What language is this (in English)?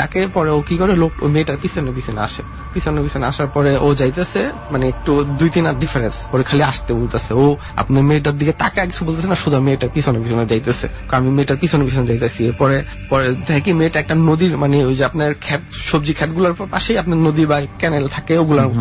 Bangla